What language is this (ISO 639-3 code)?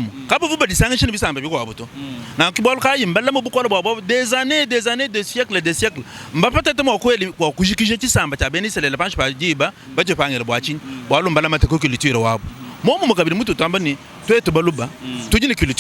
lua